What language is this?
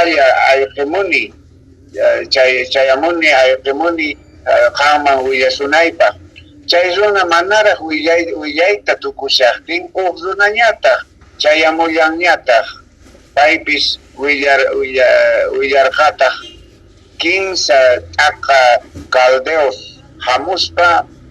South Bolivian Quechua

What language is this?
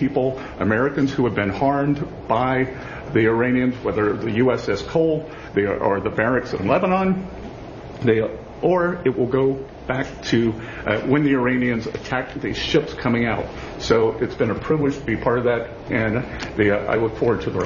English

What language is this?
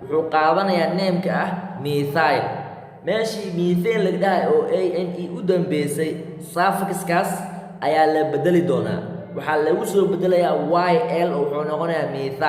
Somali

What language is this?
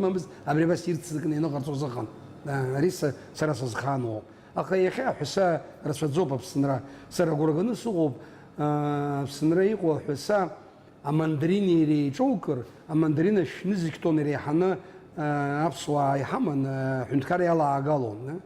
Abkhazian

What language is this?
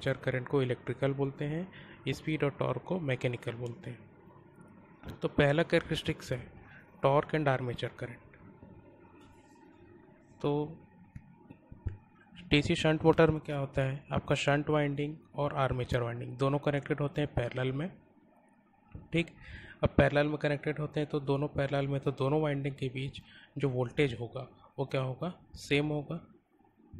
Hindi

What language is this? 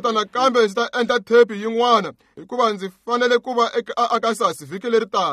Tsonga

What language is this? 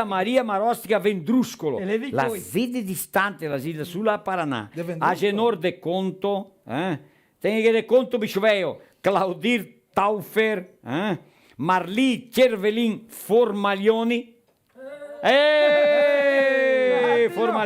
Venetian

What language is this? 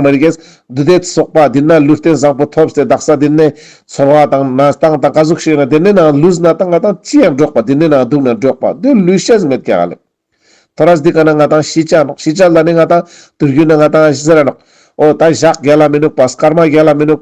Ladakhi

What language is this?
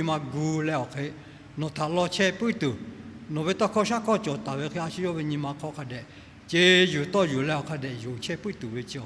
Lahu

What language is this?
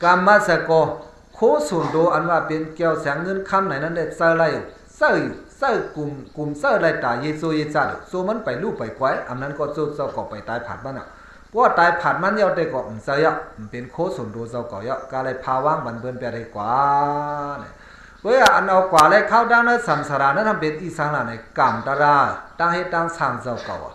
Shan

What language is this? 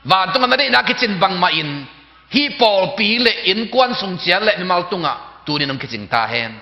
Tedim Chin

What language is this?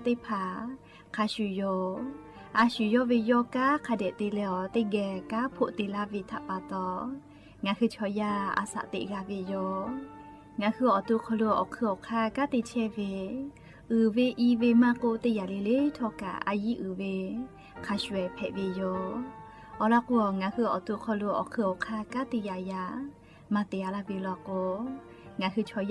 Lahu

